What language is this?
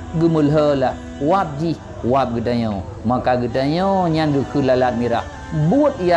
Achinese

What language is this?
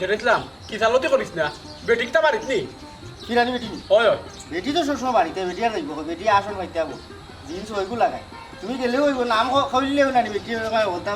Sylheti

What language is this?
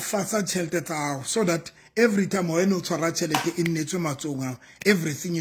Southern Sotho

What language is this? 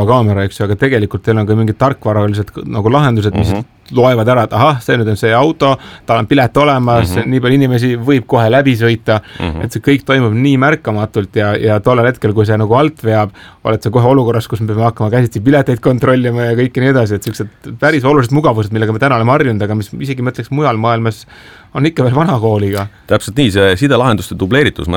Estonian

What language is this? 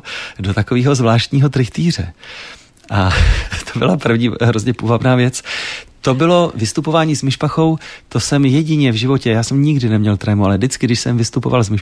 Czech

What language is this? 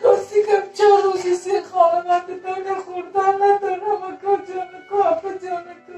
Tajik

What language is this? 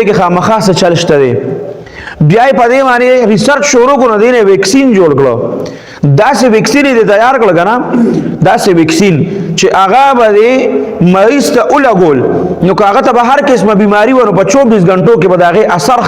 Pashto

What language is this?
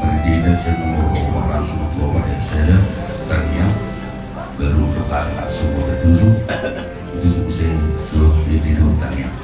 Batak Toba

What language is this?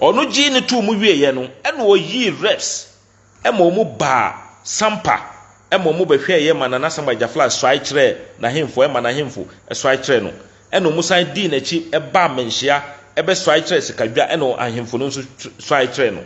Akan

